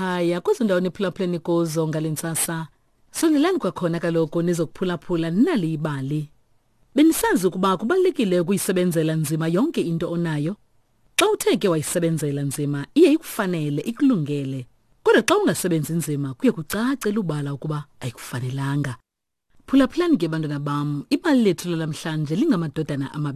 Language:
Xhosa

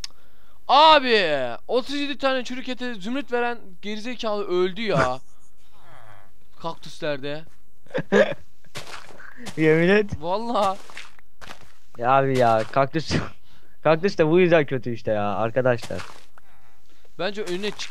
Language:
Turkish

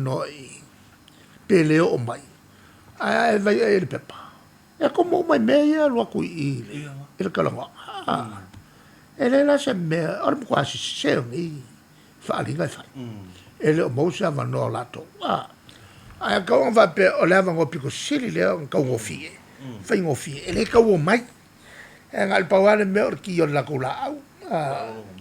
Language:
Samoan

